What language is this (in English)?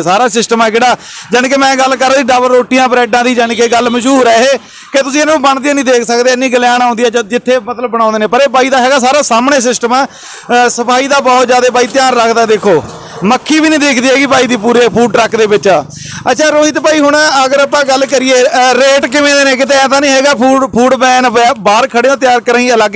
Punjabi